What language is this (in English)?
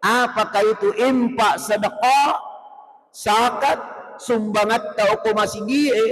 Buginese